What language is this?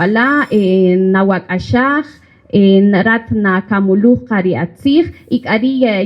Kaqchikel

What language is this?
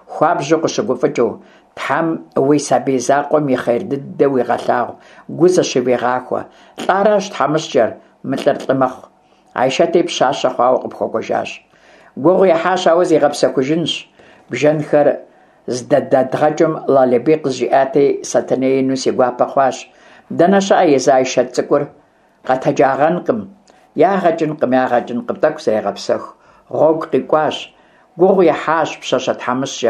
Kabardian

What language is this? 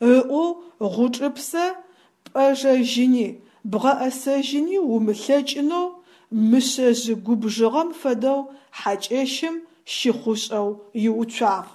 Adyghe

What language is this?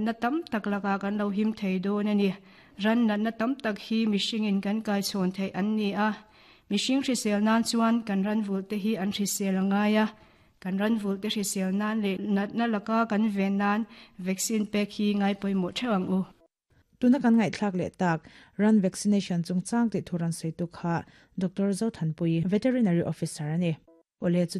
Mizo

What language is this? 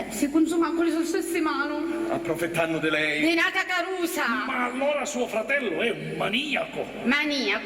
Sicilian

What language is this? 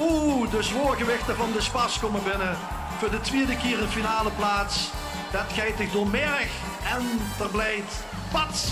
Limburgish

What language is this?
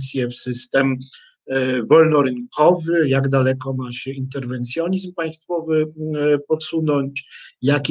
Polish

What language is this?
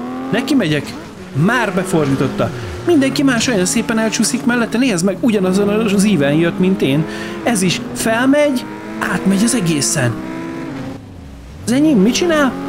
Hungarian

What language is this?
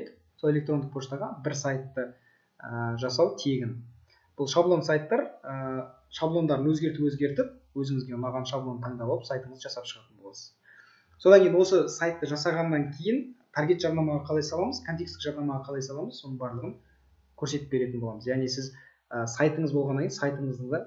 Kazakh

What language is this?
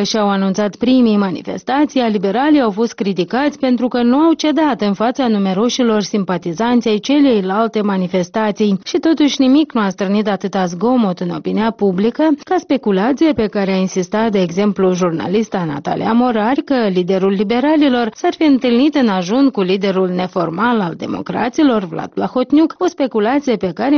Romanian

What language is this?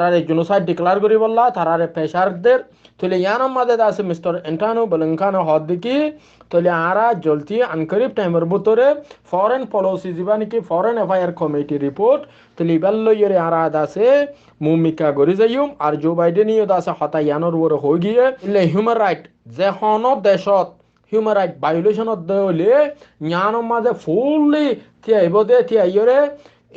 Rohingya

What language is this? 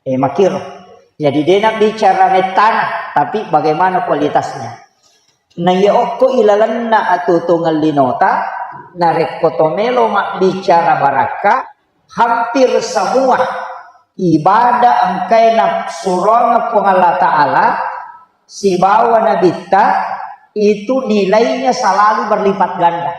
Buginese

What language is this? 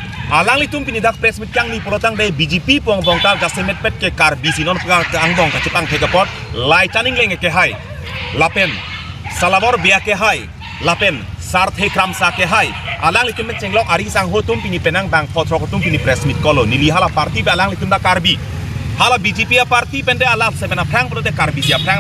Karbi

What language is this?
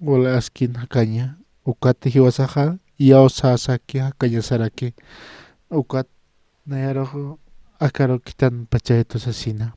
Aymara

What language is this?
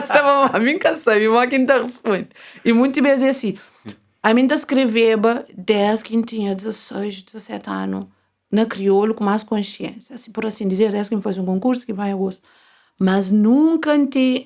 Kabuverdianu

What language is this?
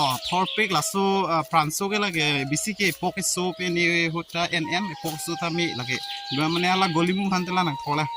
Karbi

